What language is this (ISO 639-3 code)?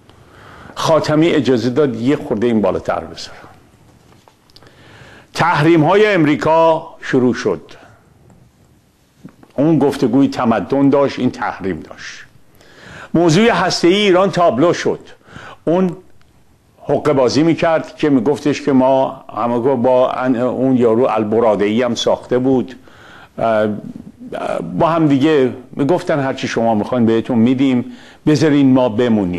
fas